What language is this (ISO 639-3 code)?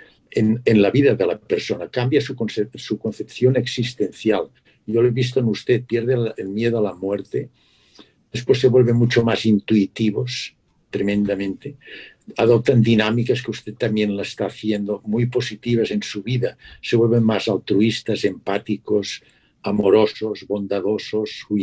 spa